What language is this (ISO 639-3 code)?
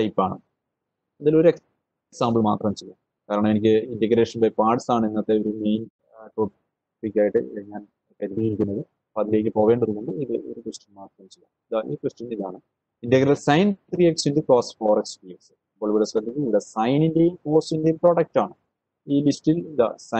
mal